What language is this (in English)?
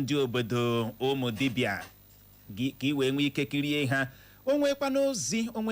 Igbo